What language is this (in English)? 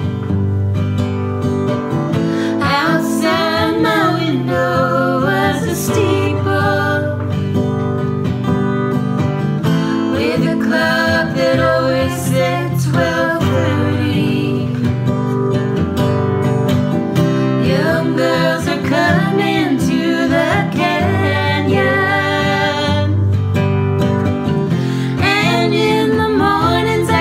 English